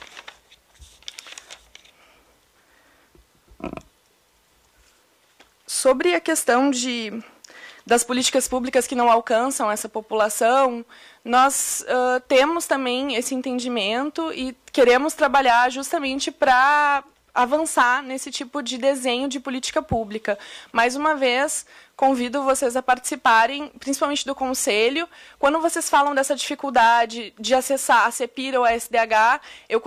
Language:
Portuguese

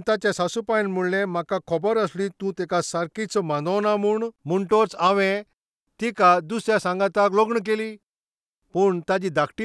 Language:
Konkani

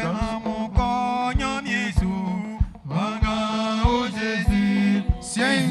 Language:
Baoulé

